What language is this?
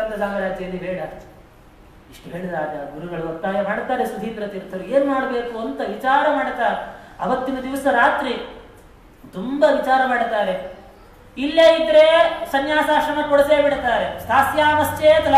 Kannada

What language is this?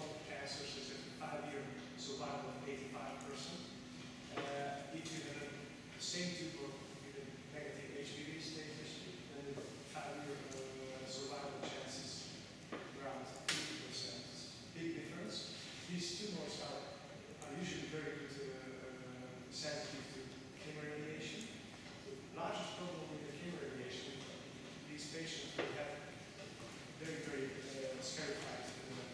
English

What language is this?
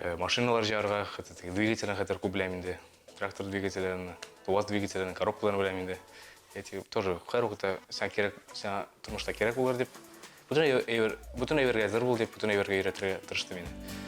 Tatar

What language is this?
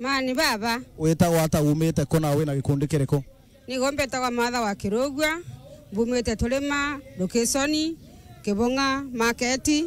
Meru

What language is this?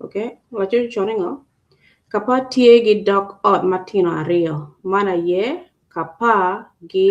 Acoli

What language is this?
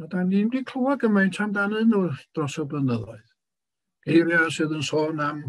Welsh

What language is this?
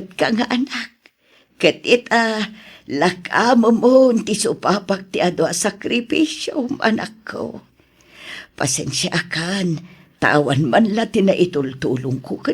Iloko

